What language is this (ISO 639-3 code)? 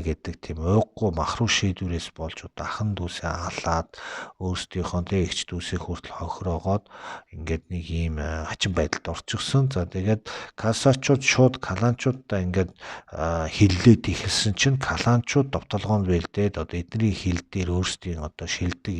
mon